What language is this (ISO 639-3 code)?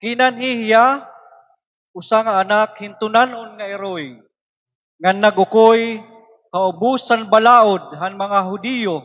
war